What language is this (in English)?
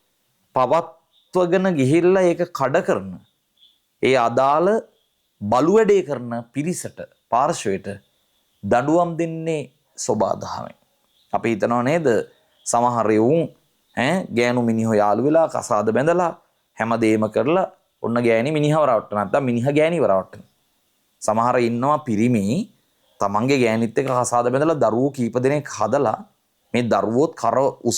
Sinhala